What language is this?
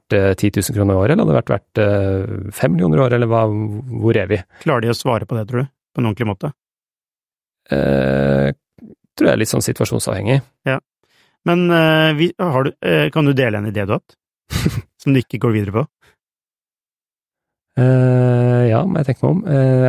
Norwegian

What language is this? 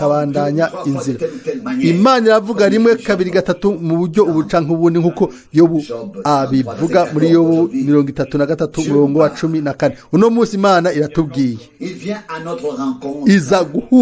Rundi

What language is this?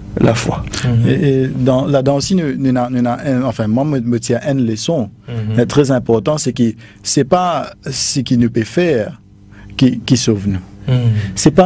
Morisyen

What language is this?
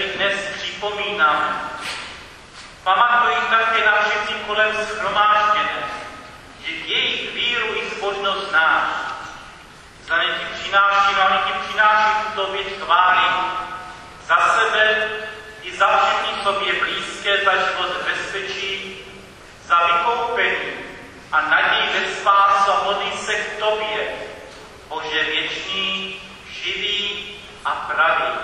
Czech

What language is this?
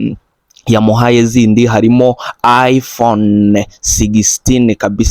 Kinyarwanda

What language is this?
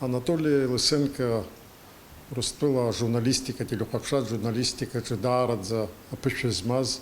Abkhazian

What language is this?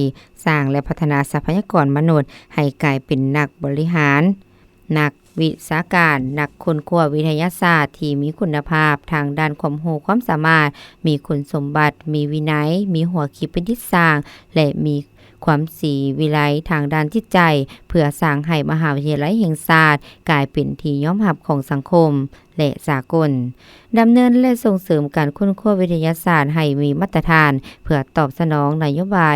Lao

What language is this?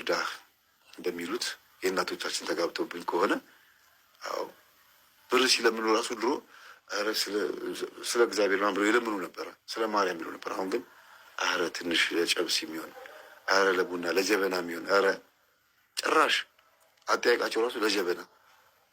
Amharic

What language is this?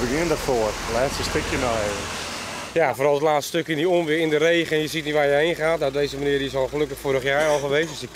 Western Frisian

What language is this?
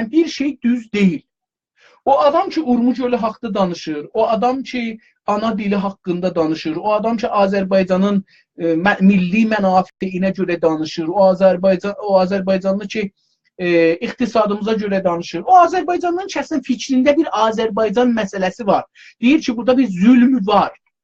South Azerbaijani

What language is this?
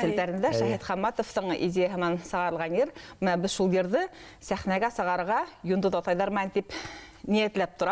Bashkir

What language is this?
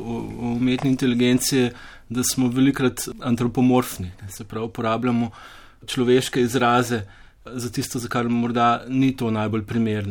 Slovenian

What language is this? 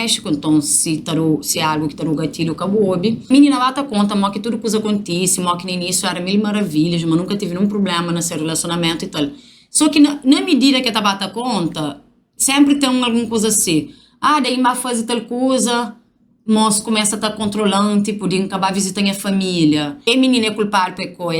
Kabuverdianu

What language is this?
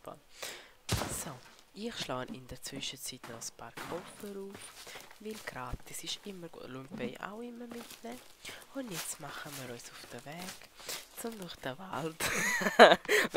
Swiss German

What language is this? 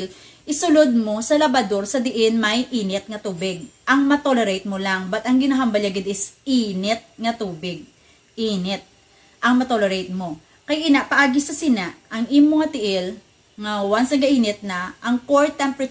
Hiligaynon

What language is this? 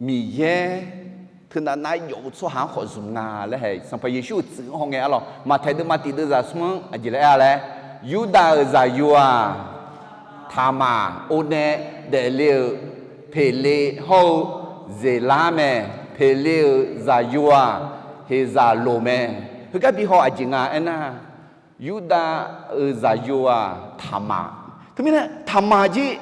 Akha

